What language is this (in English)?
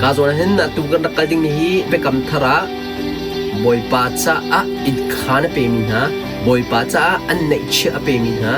Hakha Chin